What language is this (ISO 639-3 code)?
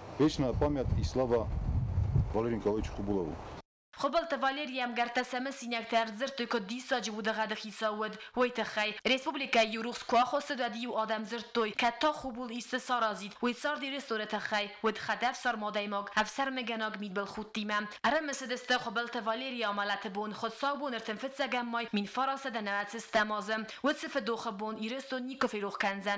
oss